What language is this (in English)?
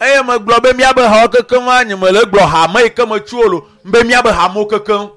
Ewe